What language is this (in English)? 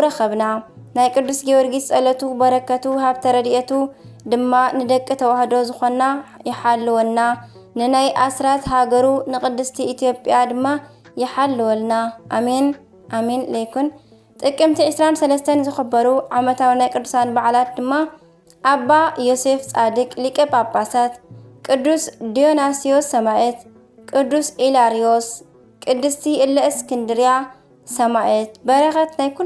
Tigrinya